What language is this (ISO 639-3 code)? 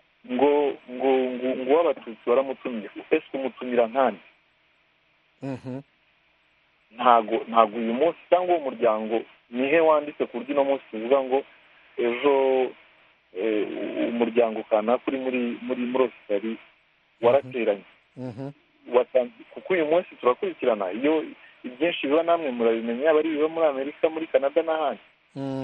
kin